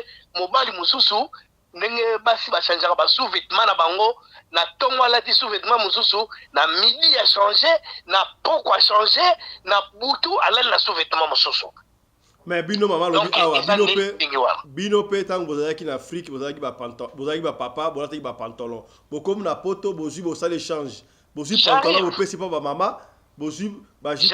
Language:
Lingala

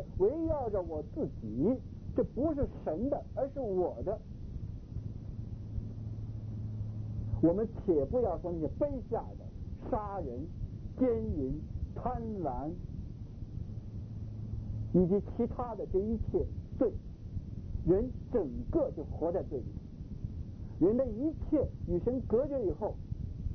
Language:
Chinese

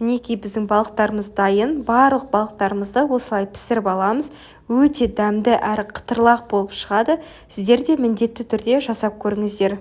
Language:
Kazakh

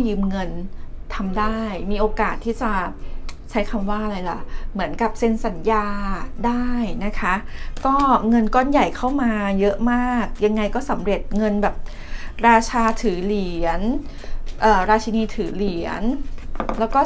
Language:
Thai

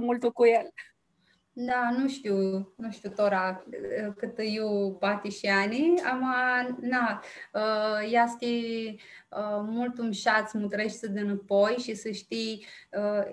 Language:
Aromanian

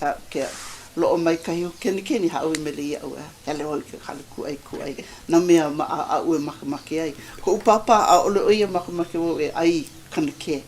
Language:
Hawaiian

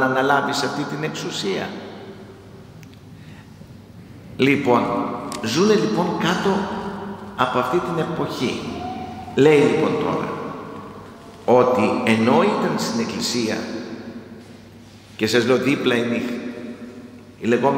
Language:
Greek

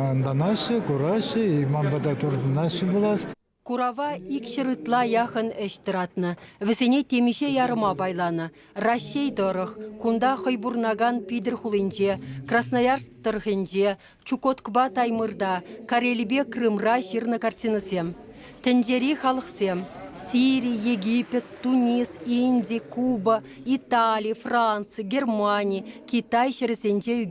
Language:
Chuvash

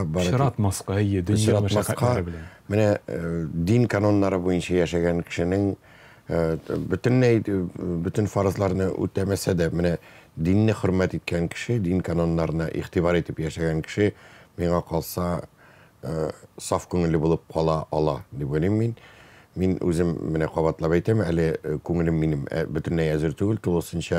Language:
Tatar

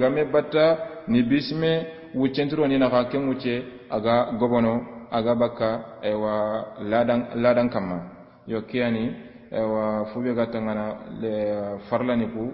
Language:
Soninke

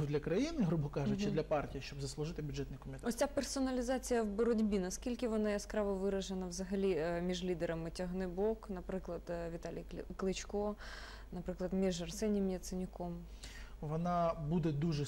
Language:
Ukrainian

